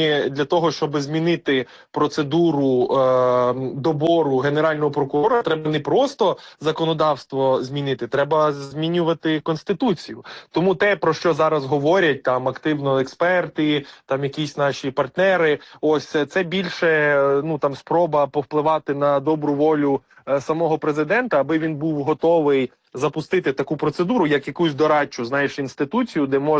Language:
Ukrainian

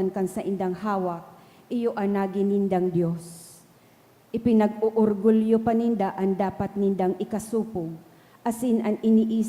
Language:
Bikol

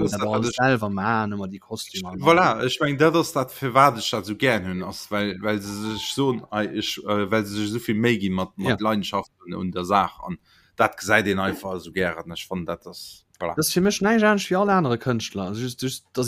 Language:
Luxembourgish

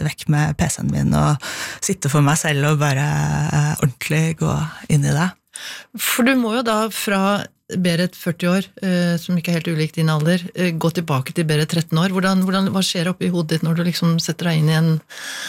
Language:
Norwegian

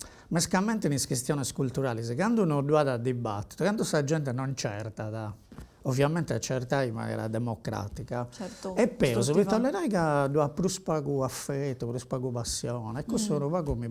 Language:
Sardinian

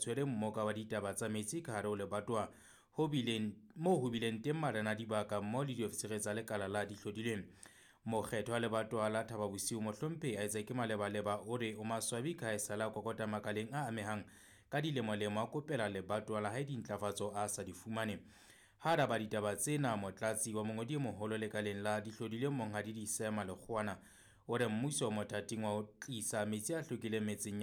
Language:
Southern Sotho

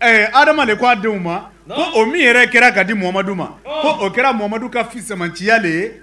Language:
Bambara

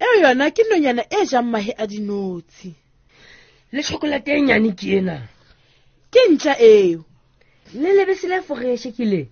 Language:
Southern Sotho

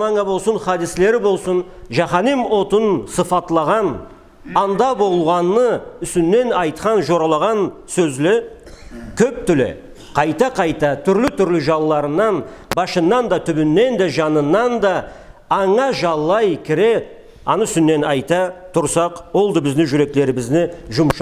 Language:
Karachay-Balkar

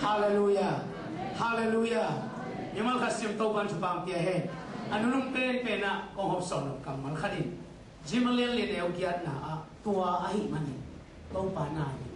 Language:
Tedim Chin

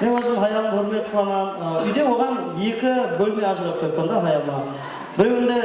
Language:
Kara-Kalpak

